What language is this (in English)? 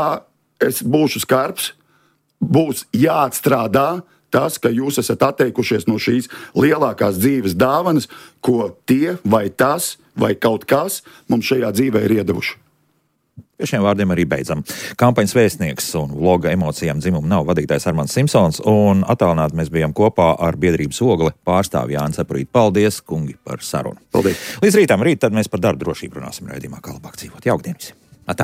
Latvian